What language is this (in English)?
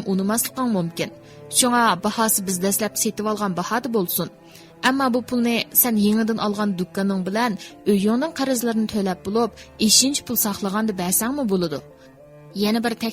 Uyghur